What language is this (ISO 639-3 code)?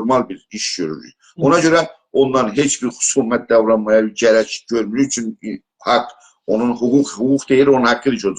azb